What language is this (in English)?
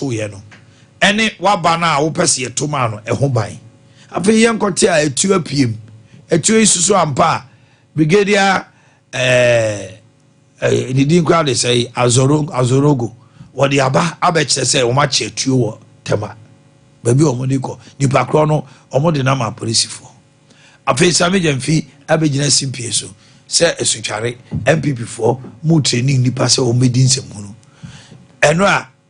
Akan